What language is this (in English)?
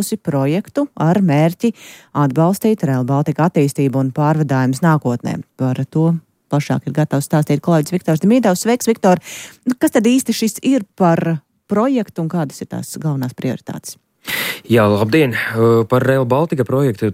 Latvian